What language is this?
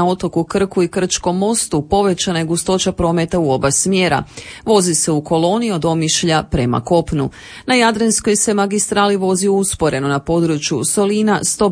Croatian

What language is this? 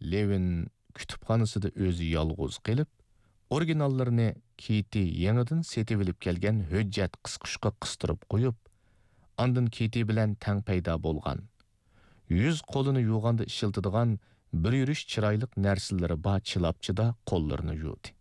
Uyghur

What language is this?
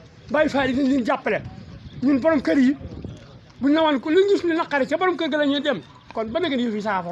Wolof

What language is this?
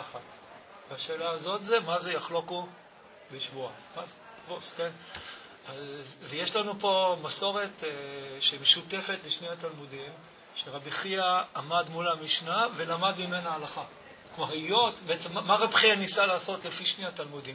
Hebrew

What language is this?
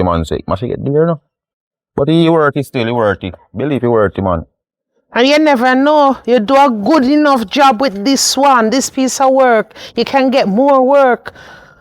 Jamaican Creole English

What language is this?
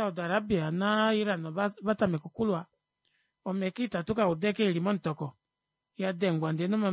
Kuanyama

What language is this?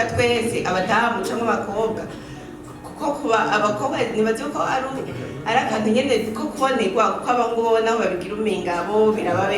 Rundi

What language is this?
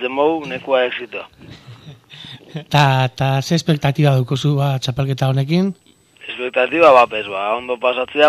Basque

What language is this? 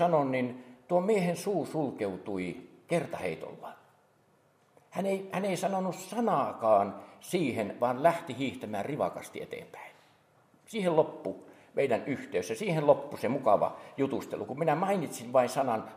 Finnish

